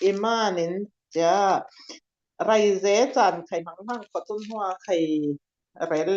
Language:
Falam Chin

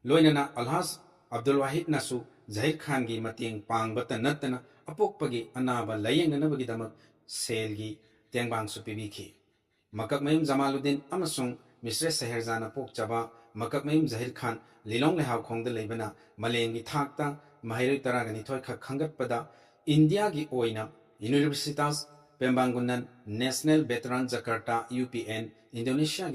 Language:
Manipuri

